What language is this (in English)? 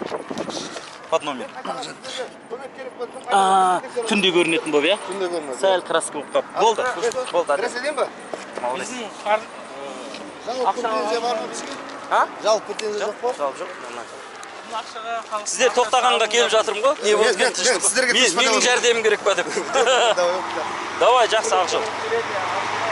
Kazakh